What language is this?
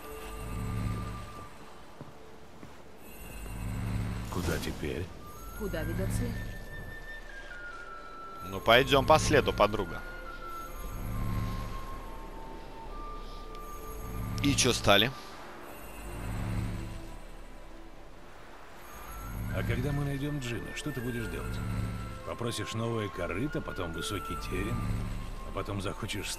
Russian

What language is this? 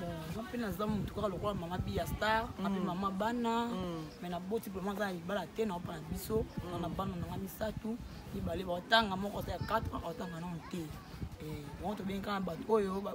Lingala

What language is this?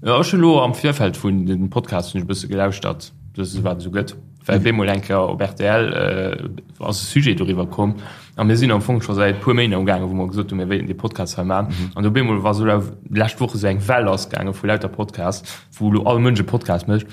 Luxembourgish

